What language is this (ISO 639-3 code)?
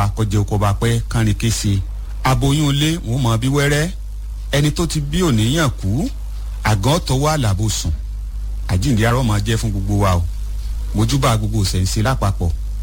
yor